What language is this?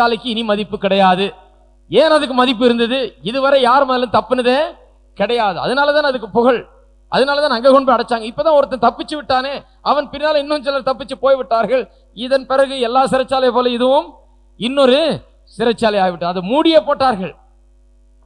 Tamil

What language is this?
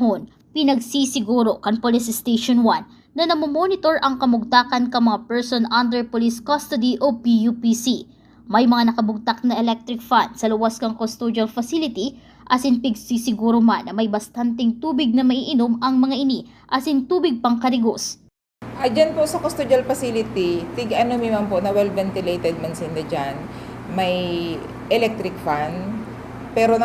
Bikol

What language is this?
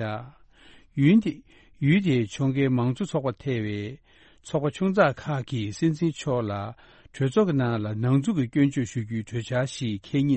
Tibetan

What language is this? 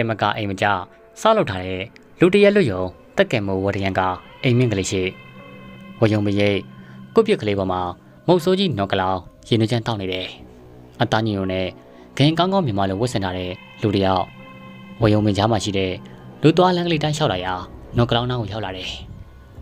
Burmese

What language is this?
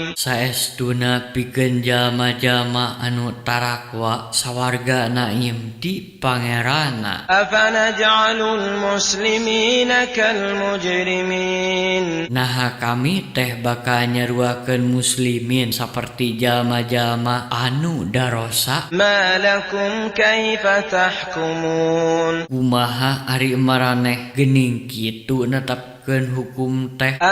Sundanese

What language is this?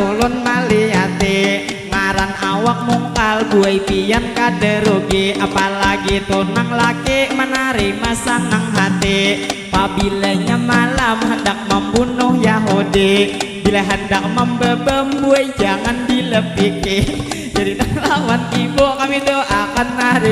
Banjar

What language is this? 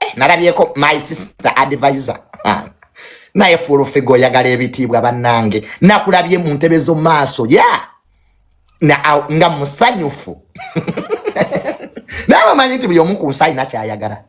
Ganda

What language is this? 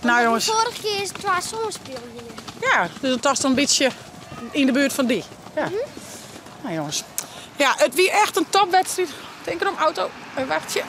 Western Frisian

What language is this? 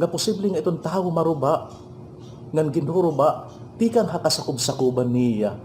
Waray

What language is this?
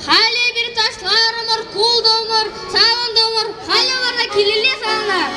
Chuvash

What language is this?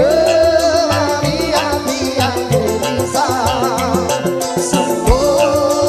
Betawi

